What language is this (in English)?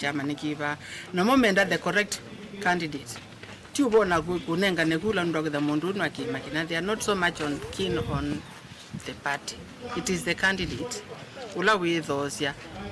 Kamba